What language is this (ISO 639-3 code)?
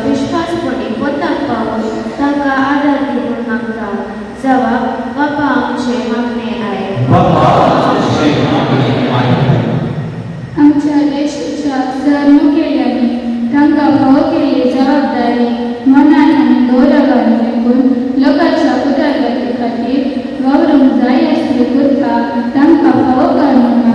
kok